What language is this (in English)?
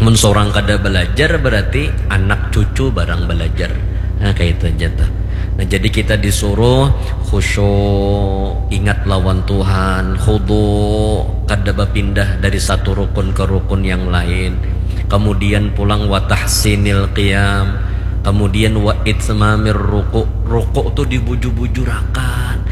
Banjar